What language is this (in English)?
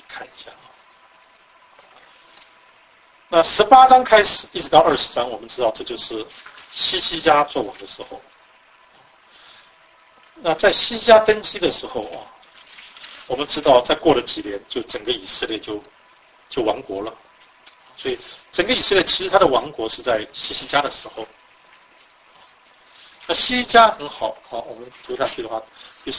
Chinese